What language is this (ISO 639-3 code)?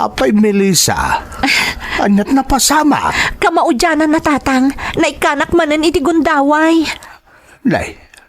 ilo